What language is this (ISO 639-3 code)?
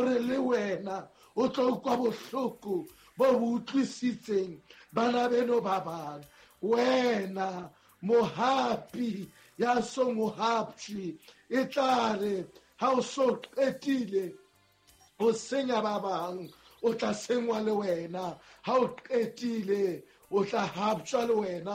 sot